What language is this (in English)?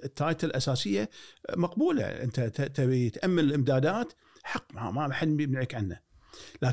Gulf Arabic